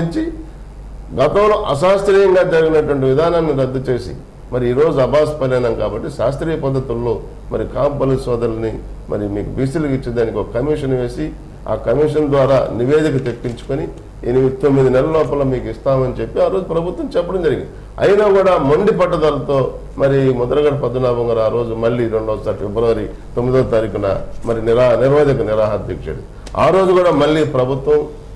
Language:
Telugu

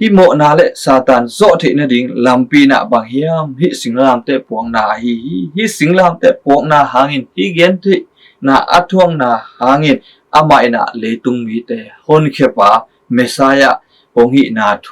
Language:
Tedim Chin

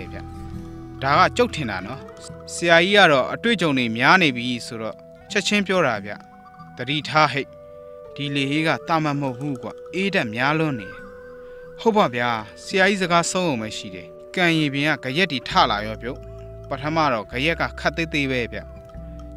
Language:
Burmese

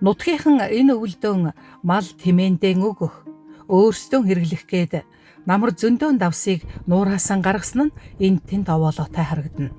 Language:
Mongolian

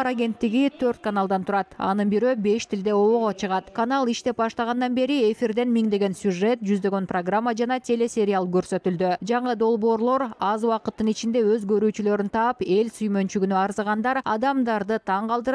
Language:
Kyrgyz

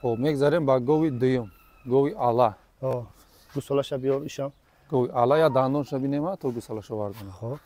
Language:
Tajik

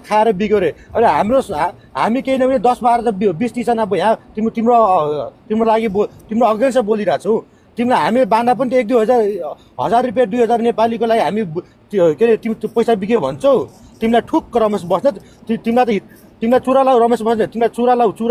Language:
Nepali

